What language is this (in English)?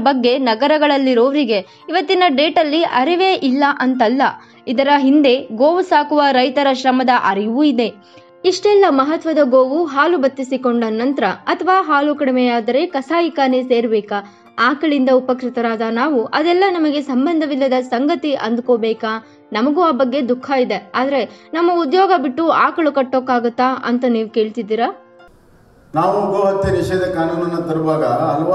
Kannada